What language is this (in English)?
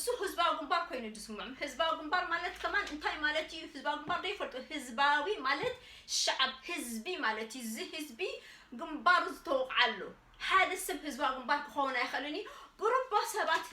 Tigrinya